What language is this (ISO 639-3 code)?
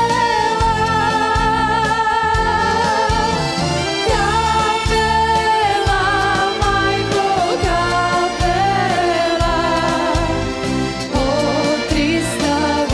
srp